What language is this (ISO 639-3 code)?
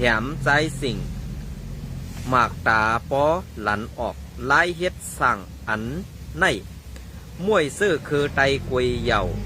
shn